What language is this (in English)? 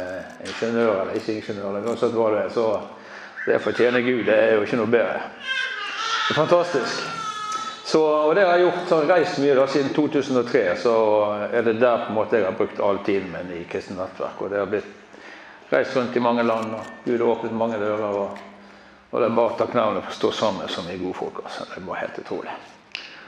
Norwegian